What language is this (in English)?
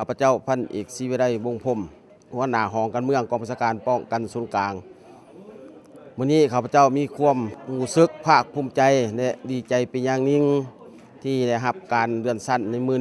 Lao